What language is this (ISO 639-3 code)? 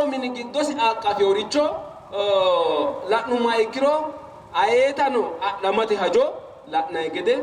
sid